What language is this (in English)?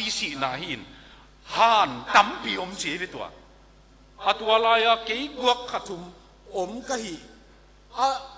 Tedim Chin